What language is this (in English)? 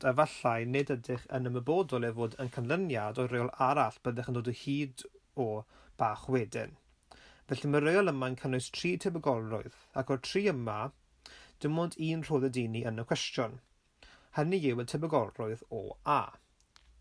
Welsh